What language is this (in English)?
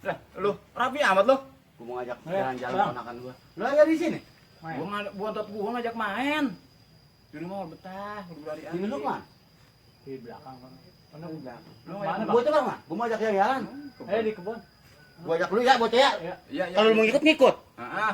Betawi